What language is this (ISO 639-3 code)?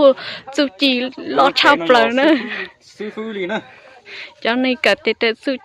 hmn